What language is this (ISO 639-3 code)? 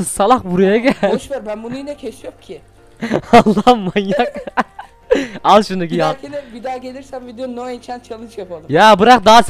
tur